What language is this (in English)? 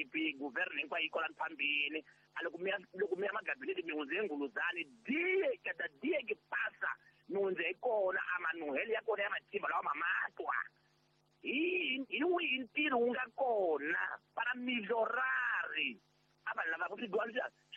Tsonga